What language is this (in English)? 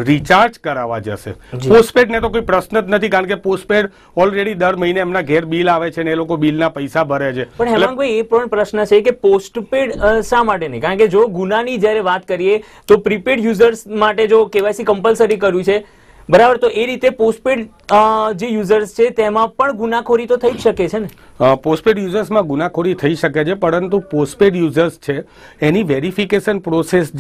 Gujarati